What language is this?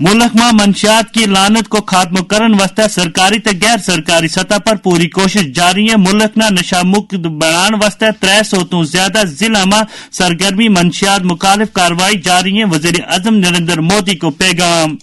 Gujari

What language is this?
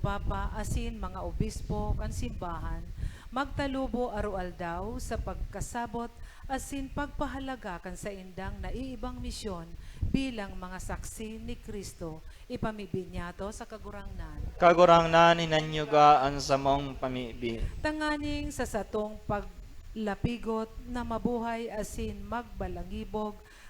Bikol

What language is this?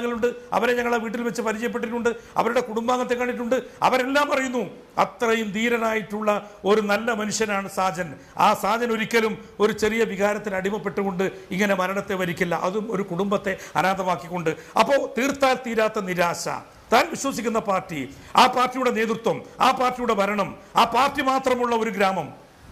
Malayalam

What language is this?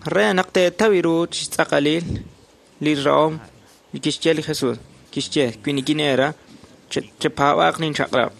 Kekchí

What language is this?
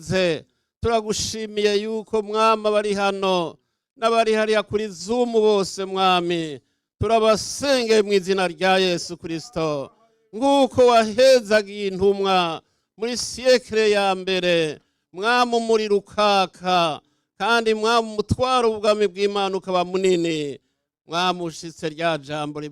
Rundi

